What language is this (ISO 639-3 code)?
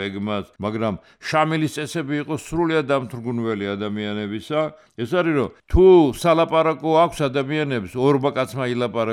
kat